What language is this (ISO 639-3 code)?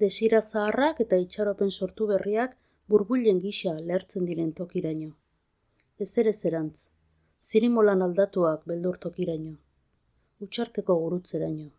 eus